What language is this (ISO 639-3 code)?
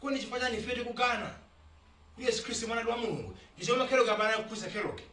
nya